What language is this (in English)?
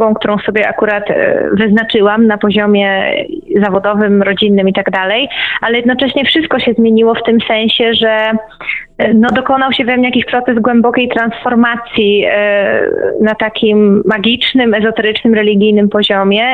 Polish